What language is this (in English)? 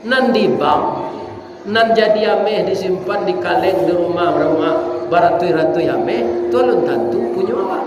Minangkabau